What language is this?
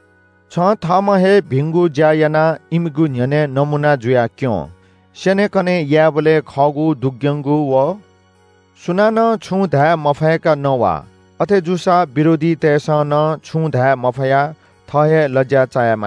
Newari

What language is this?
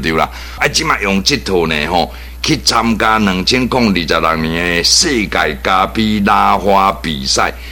Min Nan Chinese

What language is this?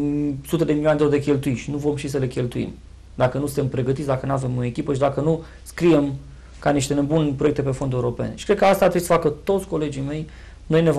Romanian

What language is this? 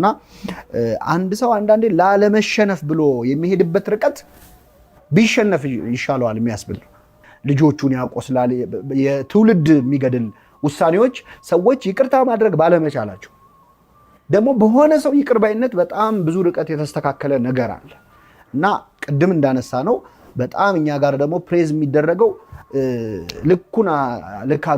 Amharic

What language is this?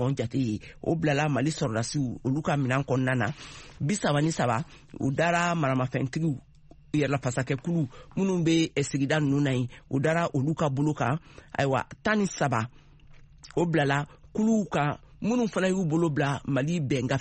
Bambara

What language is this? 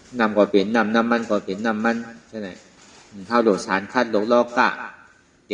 Shan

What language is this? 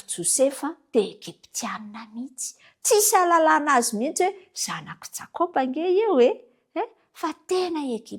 Malagasy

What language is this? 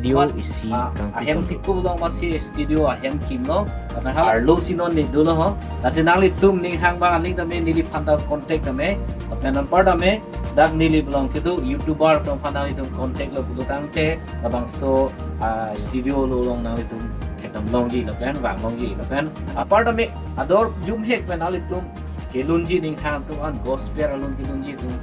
Karbi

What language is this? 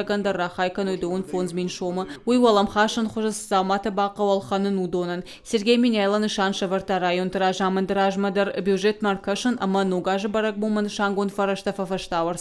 Ossetic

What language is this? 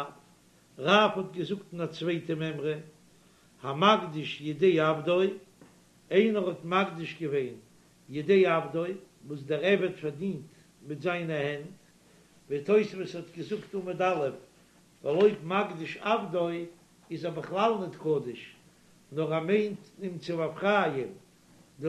Yiddish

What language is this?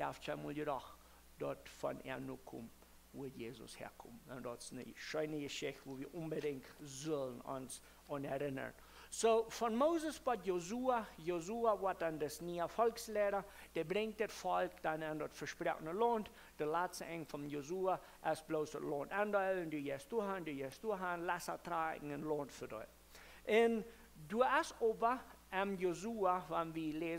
Plautdietsch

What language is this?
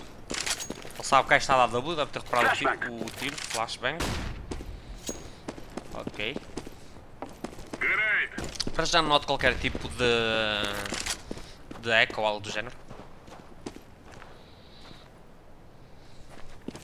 Portuguese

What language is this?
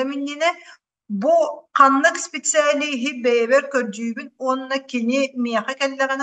Yakut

